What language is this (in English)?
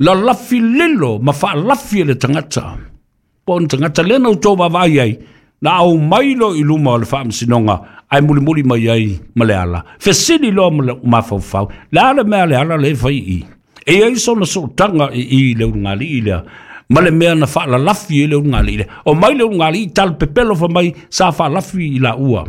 Samoan